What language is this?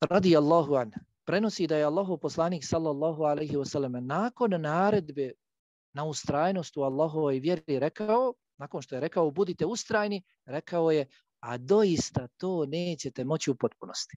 Bosnian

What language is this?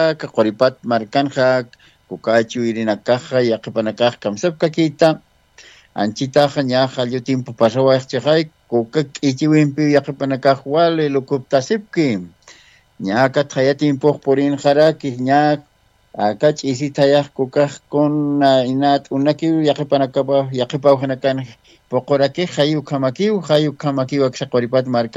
Aymara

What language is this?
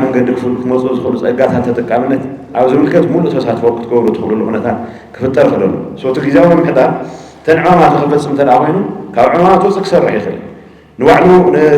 Tigrinya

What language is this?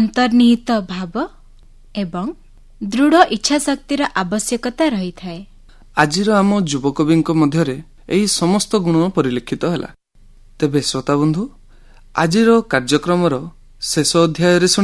Odia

